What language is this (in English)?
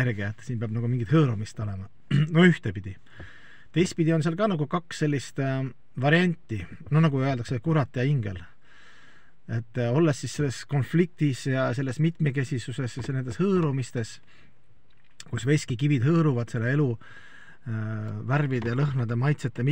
Estonian